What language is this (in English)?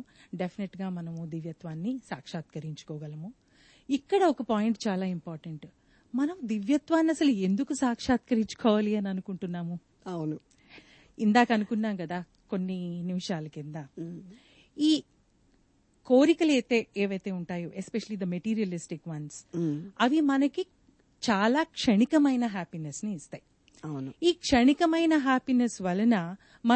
Telugu